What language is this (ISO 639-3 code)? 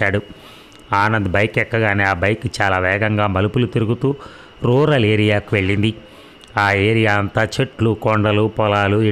tel